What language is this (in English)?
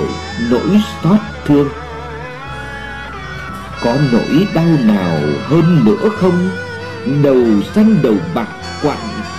Vietnamese